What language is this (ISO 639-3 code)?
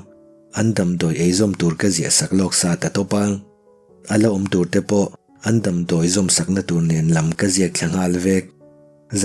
lus